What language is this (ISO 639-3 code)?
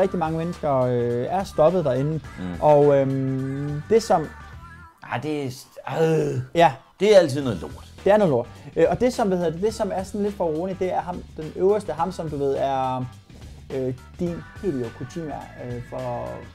dan